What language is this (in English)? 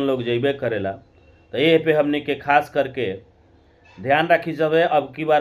Bhojpuri